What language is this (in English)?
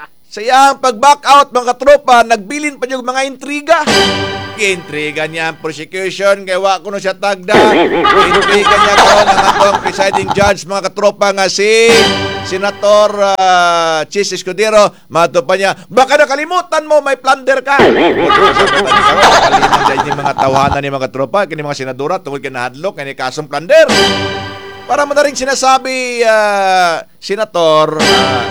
Cebuano